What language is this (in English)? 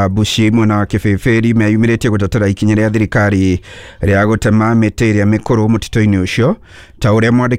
Kikuyu